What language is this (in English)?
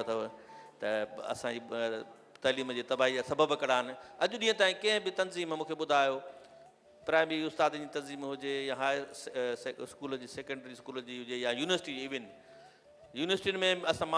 Sindhi